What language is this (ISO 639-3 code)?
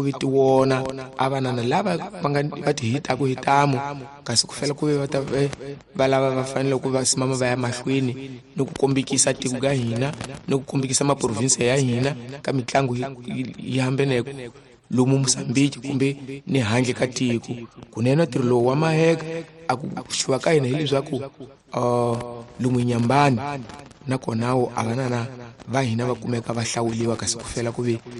tso